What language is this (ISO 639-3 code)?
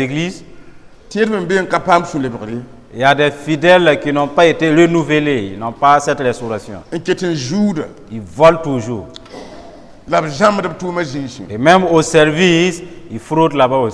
mos